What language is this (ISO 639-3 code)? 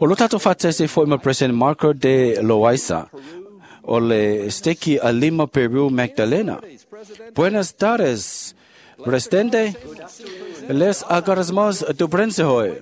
smo